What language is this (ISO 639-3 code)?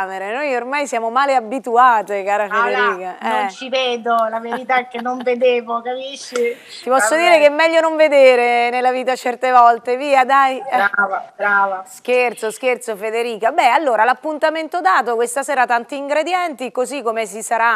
ita